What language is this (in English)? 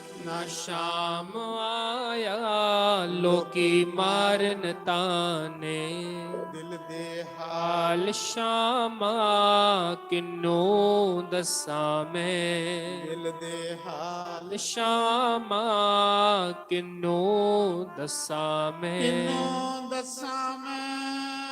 Dogri